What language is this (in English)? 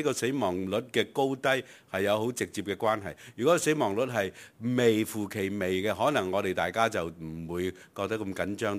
Cantonese